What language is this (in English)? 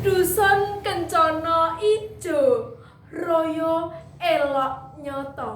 Javanese